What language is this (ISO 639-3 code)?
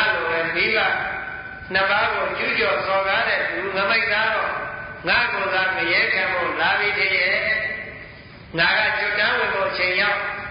mya